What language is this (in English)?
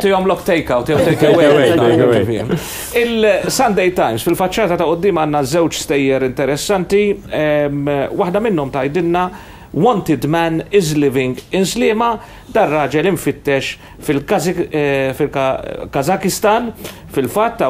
Maltese